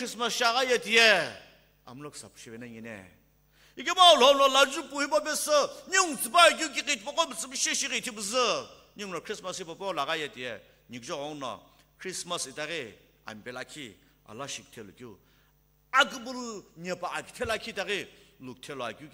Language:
Sumi Naga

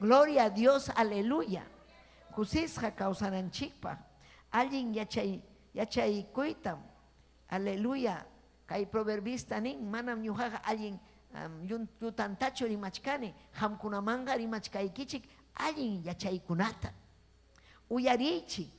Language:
Ayacucho Quechua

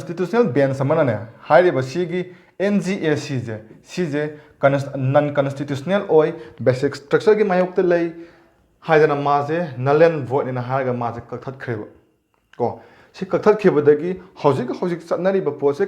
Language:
Manipuri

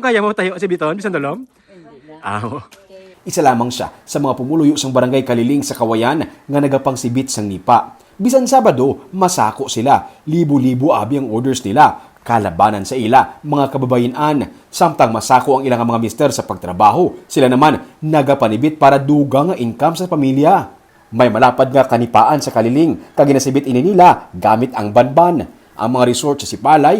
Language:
Hiligaynon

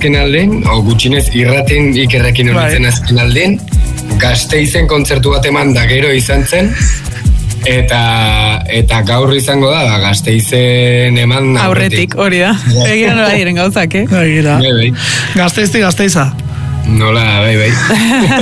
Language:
Basque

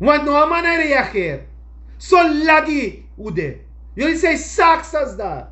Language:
Sranan Tongo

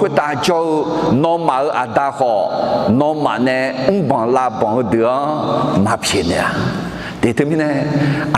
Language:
Akha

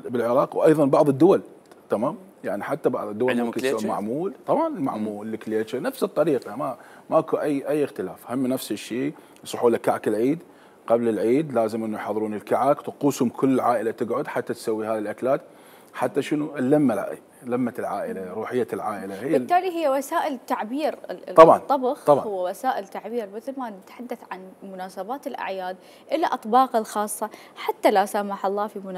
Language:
Mesopotamian Arabic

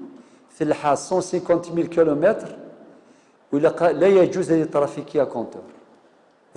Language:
Kabyle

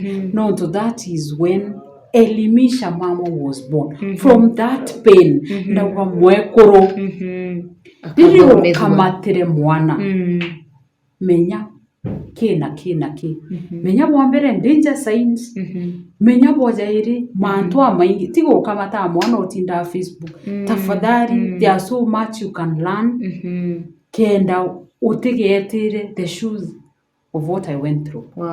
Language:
Meru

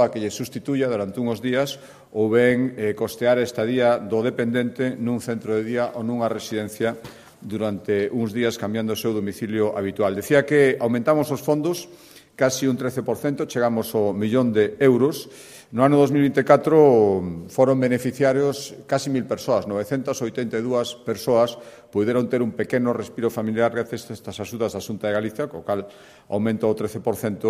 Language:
Galician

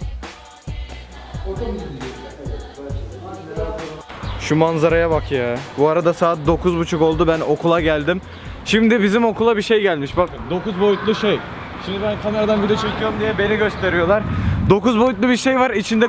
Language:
Turkish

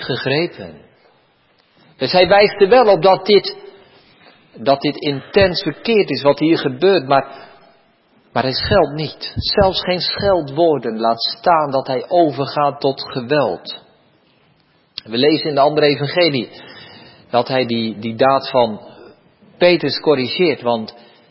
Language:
Dutch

